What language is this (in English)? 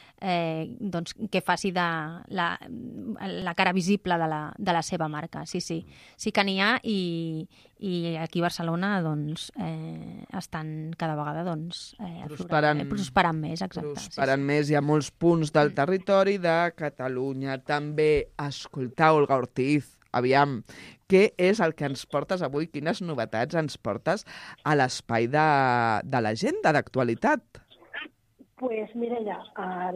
Catalan